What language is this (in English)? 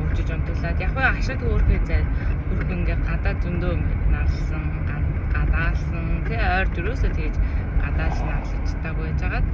Mongolian